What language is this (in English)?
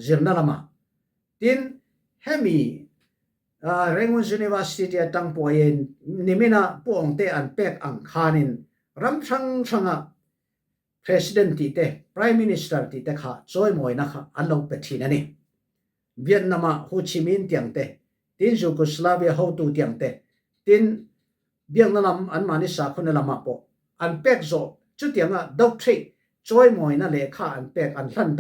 Falam Chin